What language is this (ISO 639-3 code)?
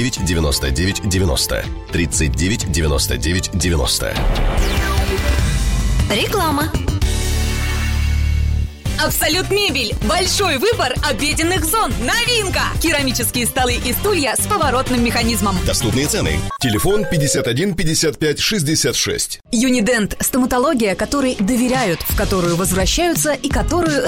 rus